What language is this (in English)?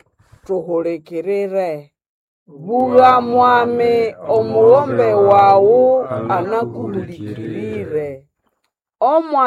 Nande